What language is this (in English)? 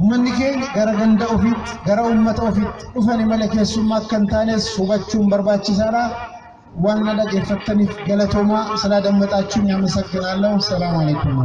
Oromo